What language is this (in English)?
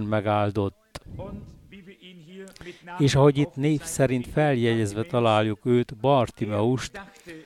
Hungarian